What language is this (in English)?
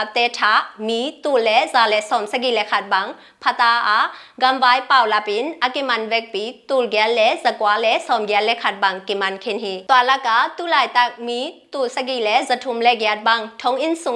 Tedim Chin